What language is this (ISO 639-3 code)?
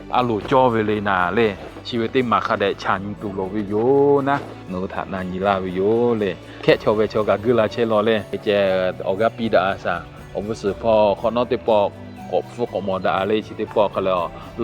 lhu